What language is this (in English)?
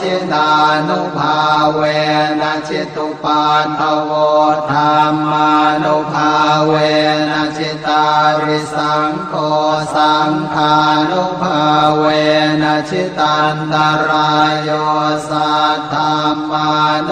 Pali